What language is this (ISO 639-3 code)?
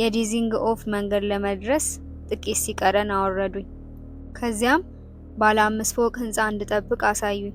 amh